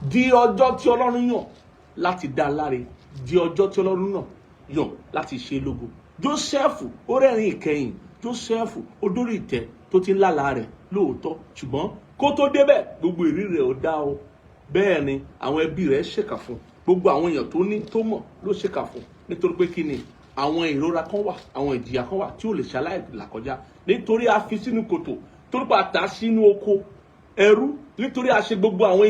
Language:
Yoruba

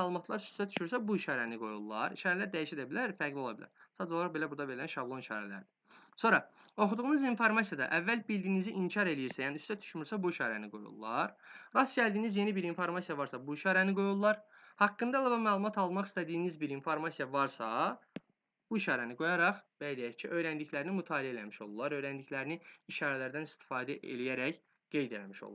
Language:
Azerbaijani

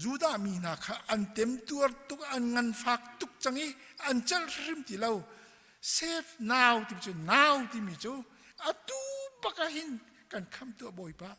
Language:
Hakha Chin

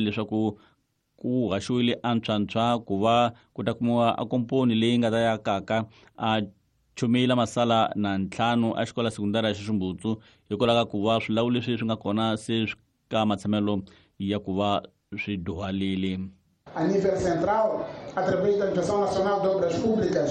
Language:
Tsonga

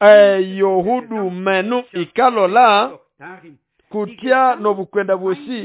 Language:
Nande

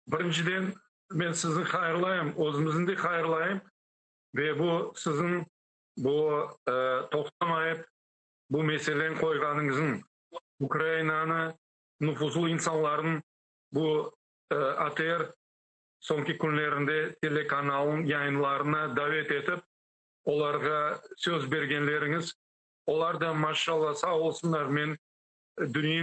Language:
Crimean Tatar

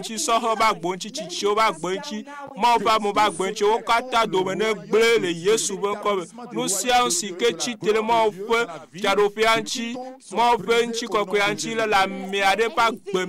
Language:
Ewe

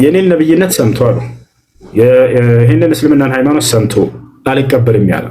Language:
Amharic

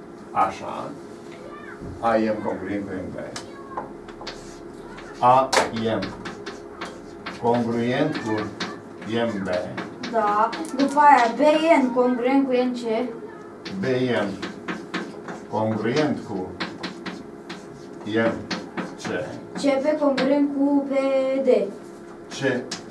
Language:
Romanian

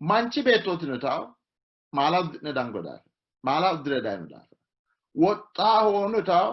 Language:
Sidamo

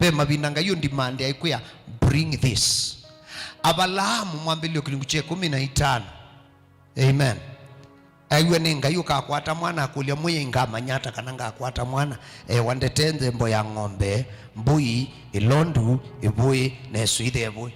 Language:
Kamba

